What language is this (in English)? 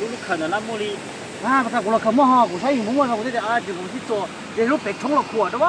Hmong